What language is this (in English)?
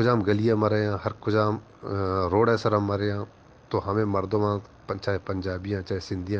Eastern Balochi